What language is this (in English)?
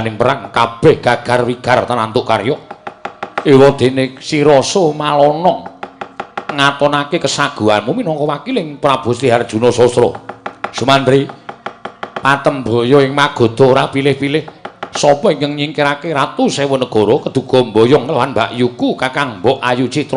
Javanese